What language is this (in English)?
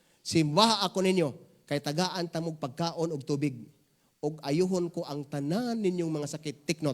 Cebuano